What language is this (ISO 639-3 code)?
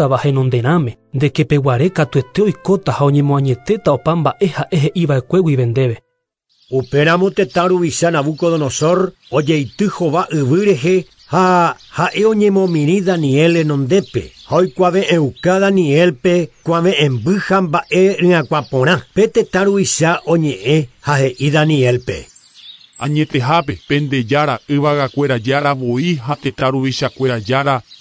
grn